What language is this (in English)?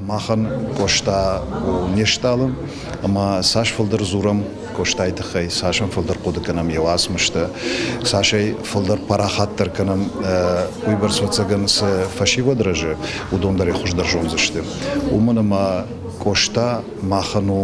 Ossetic